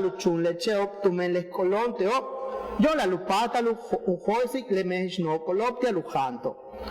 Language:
Yucateco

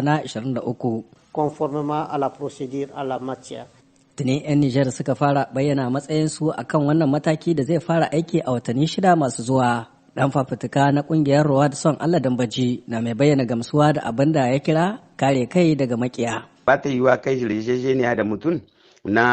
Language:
Hausa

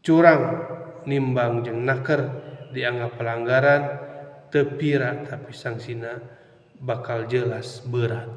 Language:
Sundanese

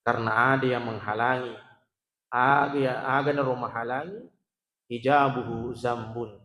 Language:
Buginese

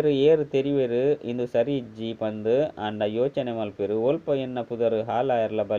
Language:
Tulu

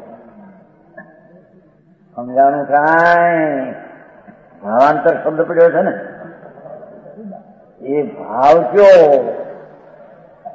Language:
Gujarati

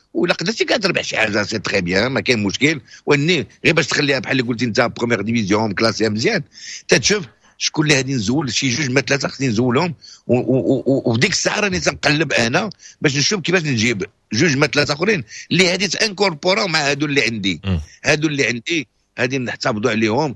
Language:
Moroccan Arabic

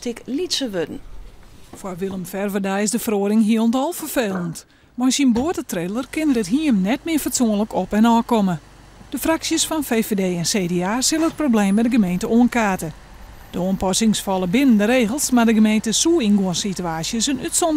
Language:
Western Frisian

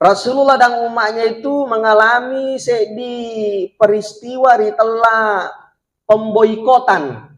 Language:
Buginese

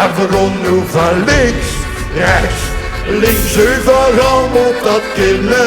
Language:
Limburgish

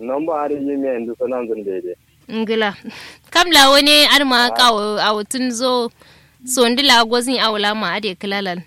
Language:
Kanuri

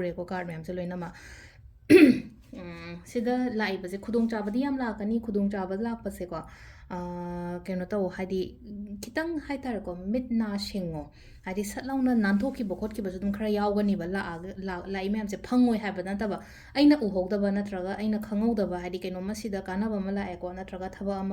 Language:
Manipuri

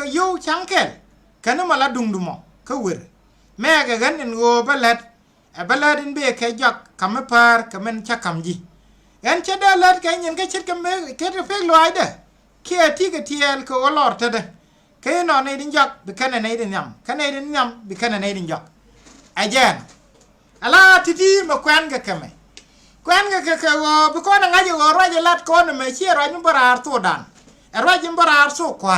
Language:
Nuer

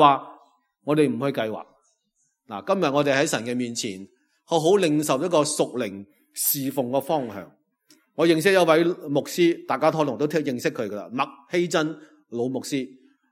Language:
Cantonese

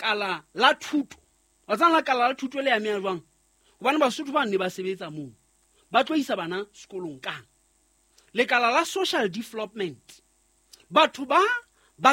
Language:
Southern Sotho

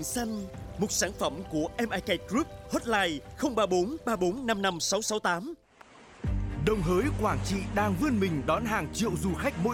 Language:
Vietnamese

